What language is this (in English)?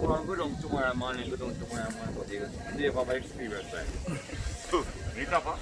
Jamaican Creole English